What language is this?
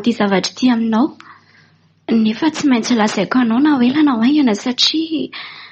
Malagasy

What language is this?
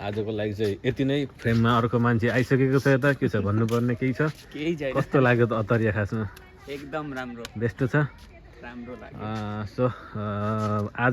Nepali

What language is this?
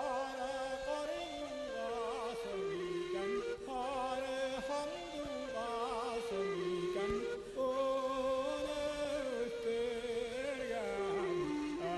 Bashkir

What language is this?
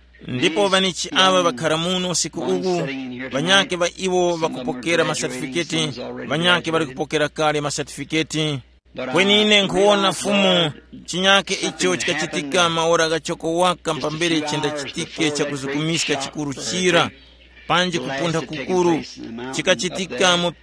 Tumbuka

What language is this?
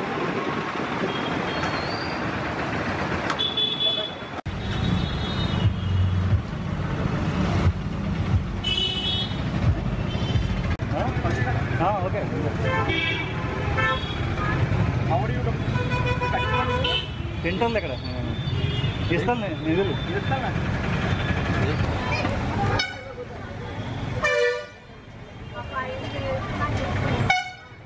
Telugu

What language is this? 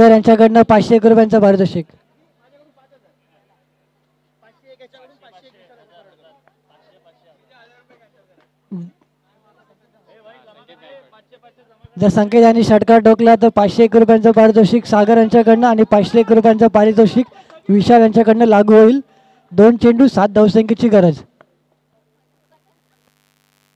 Marathi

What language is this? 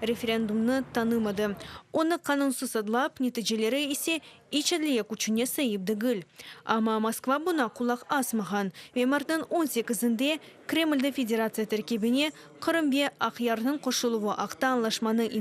Crimean Tatar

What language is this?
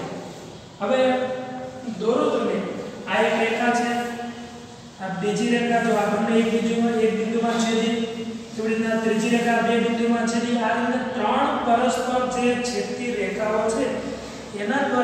Gujarati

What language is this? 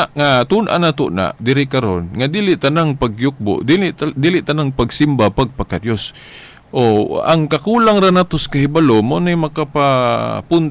Cebuano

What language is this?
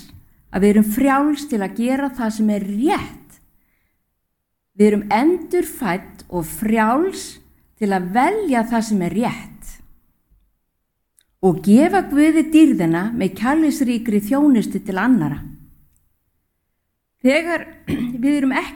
Icelandic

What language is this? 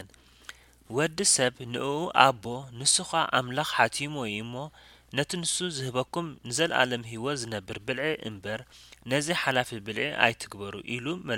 Tigrinya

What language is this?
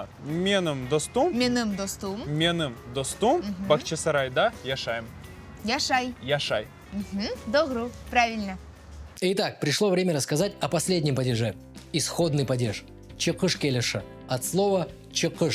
Crimean Tatar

